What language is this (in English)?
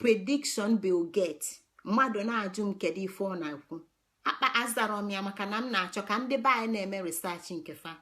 Igbo